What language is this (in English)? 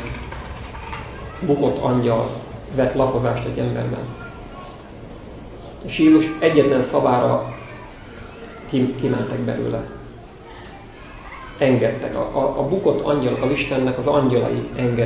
Hungarian